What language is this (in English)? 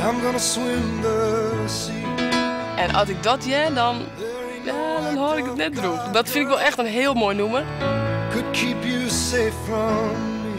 Western Frisian